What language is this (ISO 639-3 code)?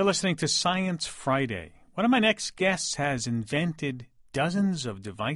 eng